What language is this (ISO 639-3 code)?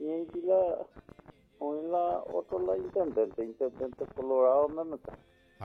grn